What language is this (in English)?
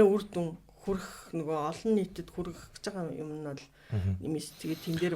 Mongolian